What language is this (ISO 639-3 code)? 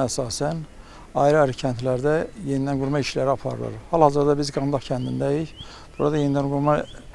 aze